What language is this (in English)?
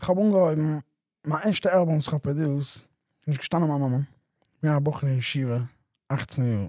Yiddish